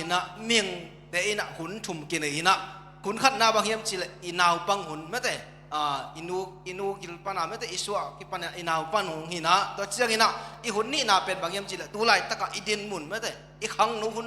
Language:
Tedim Chin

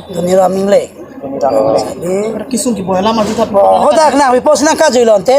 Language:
Karbi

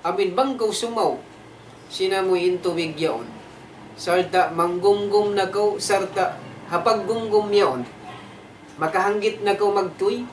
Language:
Tausug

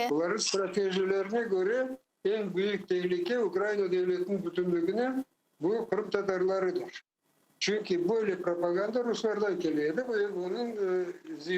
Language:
Crimean Tatar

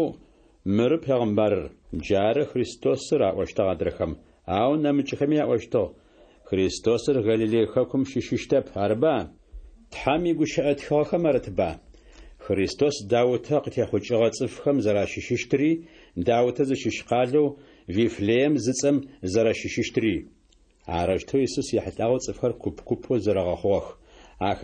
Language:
Adyghe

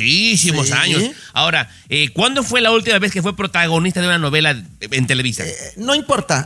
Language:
Spanish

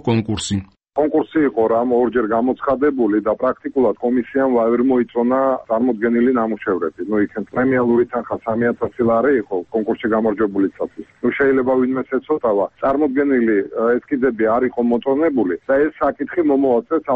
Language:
Georgian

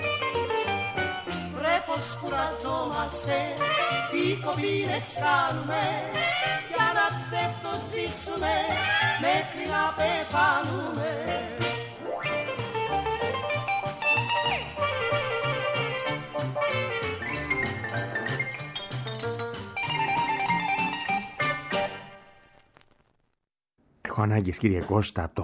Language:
Greek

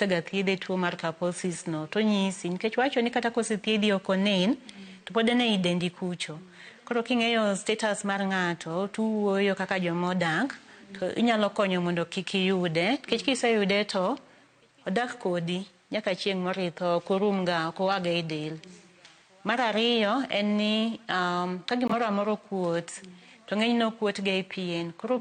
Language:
Luo (Kenya and Tanzania)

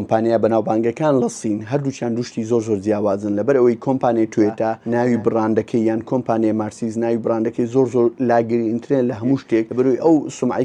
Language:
Central Kurdish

